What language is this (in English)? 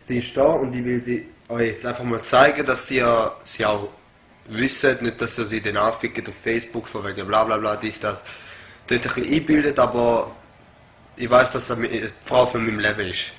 Swiss German